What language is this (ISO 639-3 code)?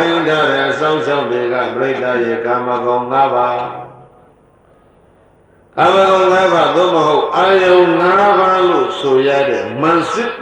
mya